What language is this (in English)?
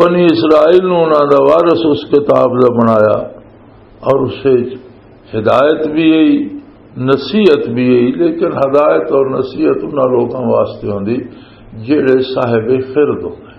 Western Panjabi